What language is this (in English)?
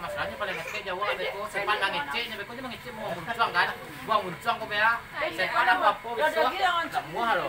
Minangkabau